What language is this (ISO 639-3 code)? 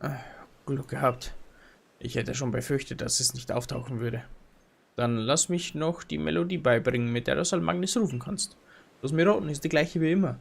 bar